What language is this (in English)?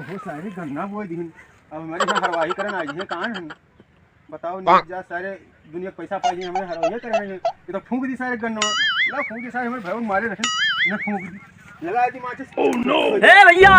Awadhi